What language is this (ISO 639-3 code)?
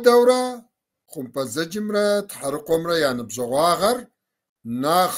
kbd